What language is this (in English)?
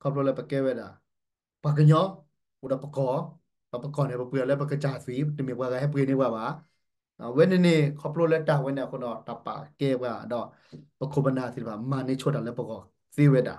S'gaw Karen